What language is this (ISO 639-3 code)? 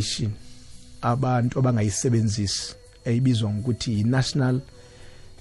nbl